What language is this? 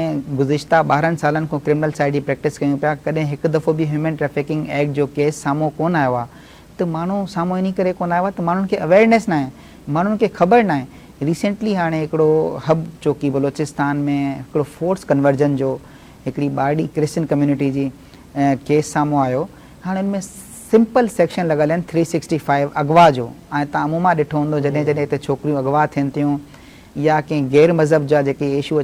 Sindhi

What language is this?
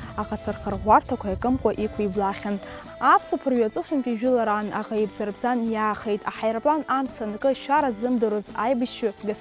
Abkhazian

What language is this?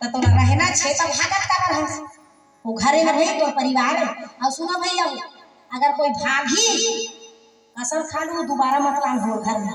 Chhattisgarhi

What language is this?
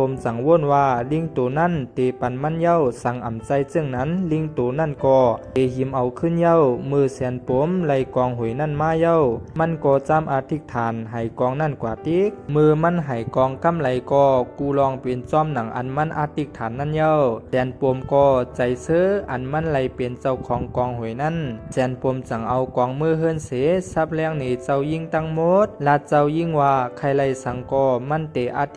Shan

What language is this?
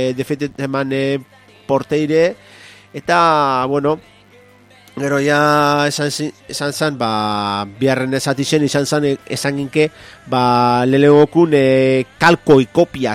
Basque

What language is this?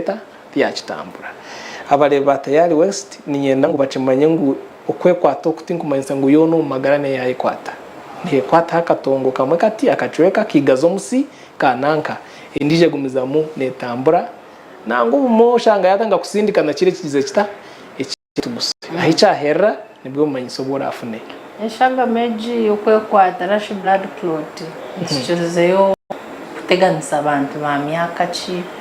Nyankole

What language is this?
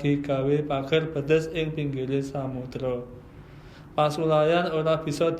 Javanese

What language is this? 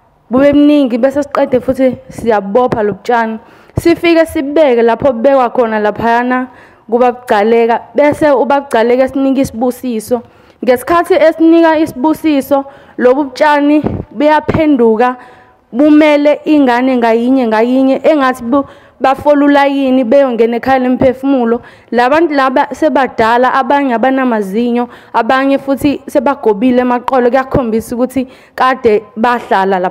Zulu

